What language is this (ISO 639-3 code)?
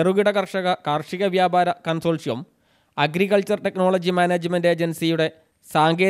mal